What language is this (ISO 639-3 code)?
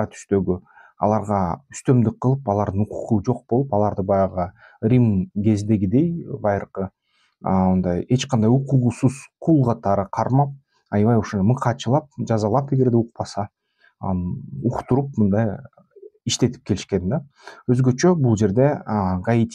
kir